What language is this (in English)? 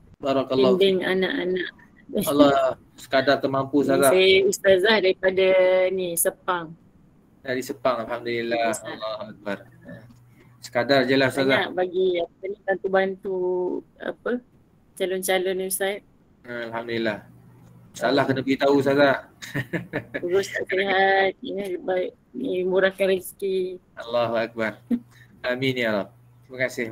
Malay